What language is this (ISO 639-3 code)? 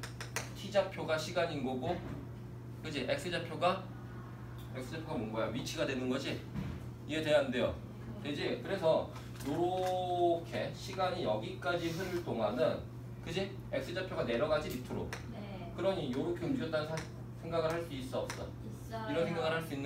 kor